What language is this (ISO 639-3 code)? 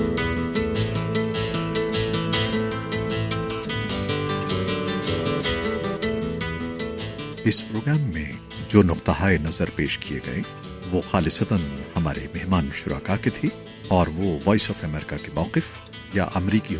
urd